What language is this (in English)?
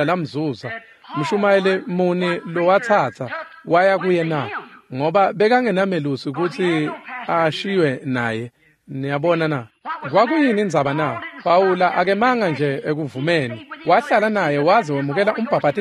Swati